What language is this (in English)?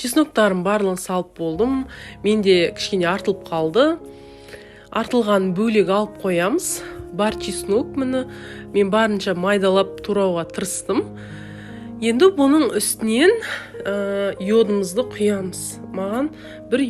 Kazakh